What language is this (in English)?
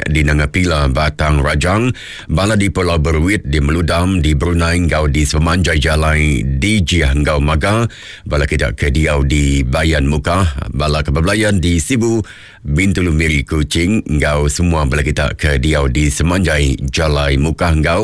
Iban